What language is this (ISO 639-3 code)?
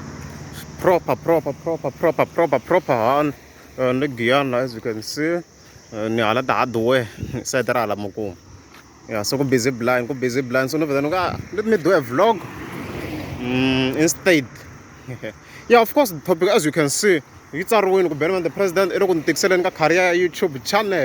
tso